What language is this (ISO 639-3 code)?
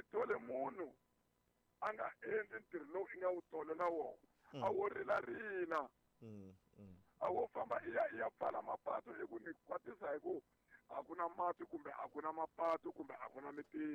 tso